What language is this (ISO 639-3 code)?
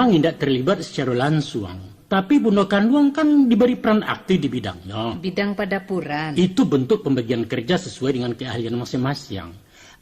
min